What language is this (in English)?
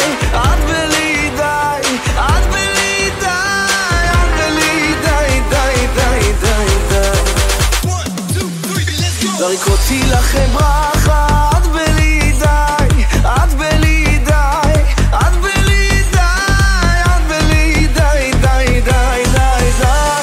Hebrew